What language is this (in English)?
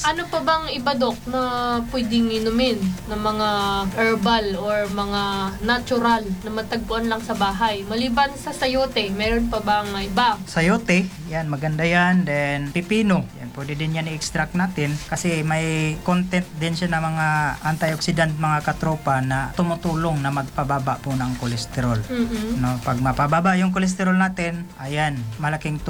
Filipino